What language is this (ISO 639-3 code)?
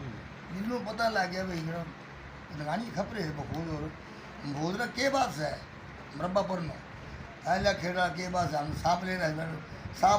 bgc